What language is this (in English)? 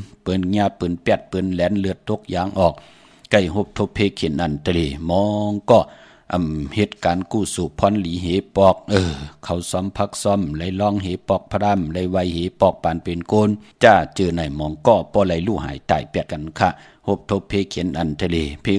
Shan